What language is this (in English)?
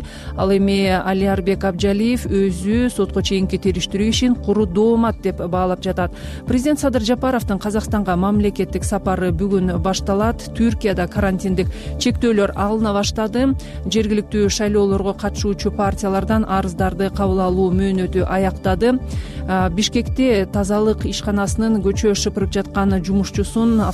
Kyrgyz